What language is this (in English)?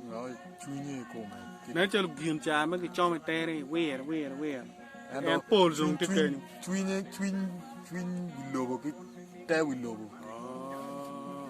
Acoli